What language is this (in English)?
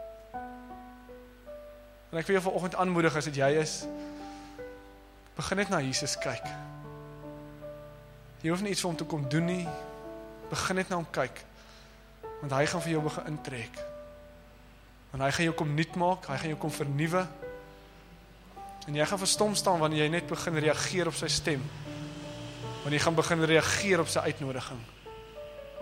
Afrikaans